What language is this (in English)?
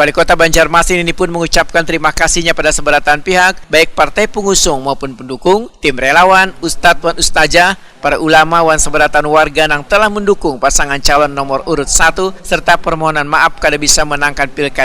Banjar